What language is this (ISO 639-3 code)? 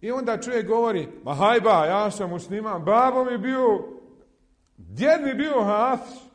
bos